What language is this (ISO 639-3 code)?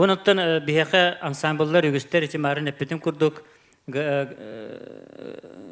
sah